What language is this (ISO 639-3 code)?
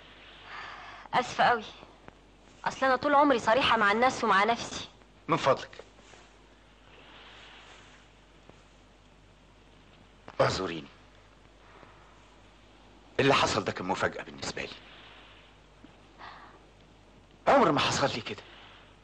arz